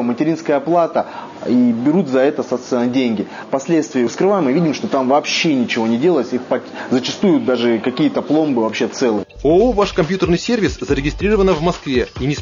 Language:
Russian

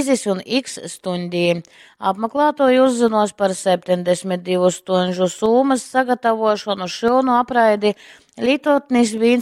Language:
Latgalian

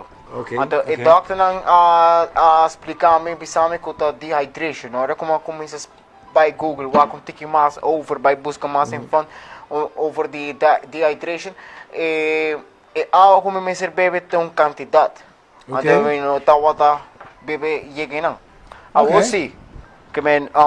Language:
Papiamento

